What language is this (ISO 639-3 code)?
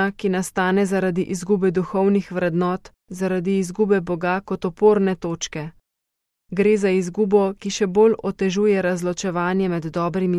slv